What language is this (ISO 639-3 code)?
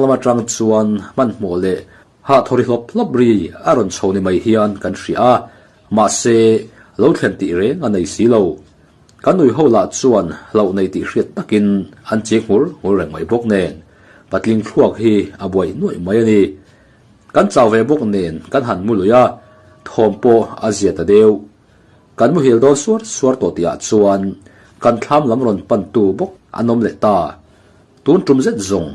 lus